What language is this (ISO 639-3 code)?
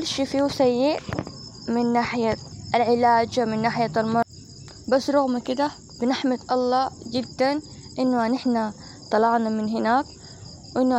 apd